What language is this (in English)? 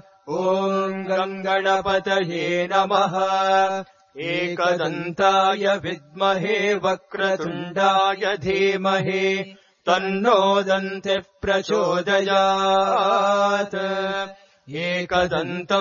Sanskrit